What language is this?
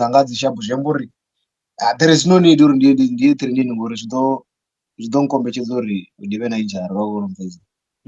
Venda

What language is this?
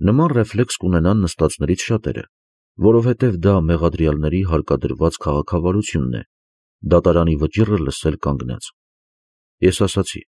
Armenian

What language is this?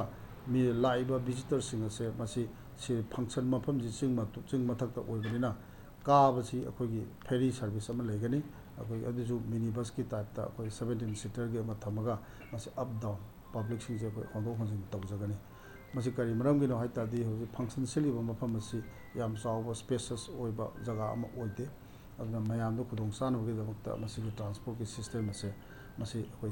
Manipuri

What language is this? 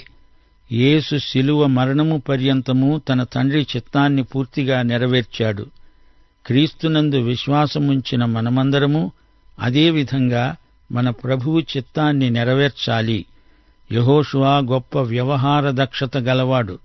Telugu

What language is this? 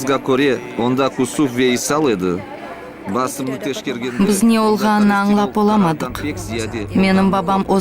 Crimean Tatar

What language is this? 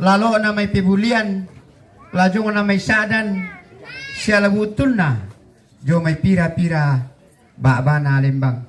Toraja-Sa'dan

